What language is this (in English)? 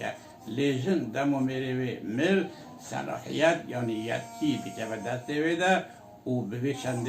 Kurdish